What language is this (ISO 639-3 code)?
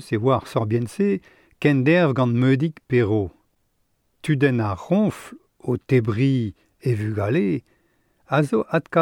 bre